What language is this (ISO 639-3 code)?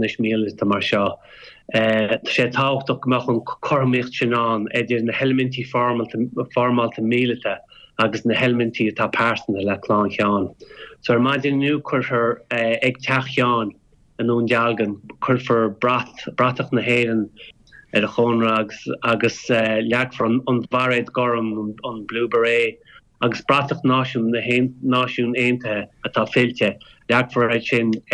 gle